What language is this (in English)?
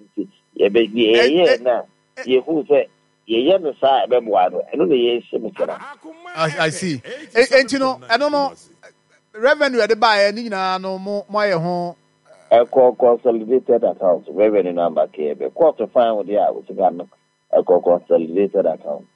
Akan